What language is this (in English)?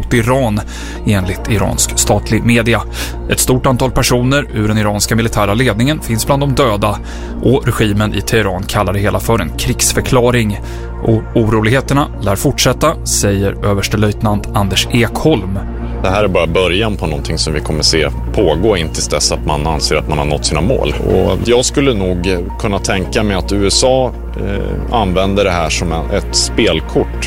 Swedish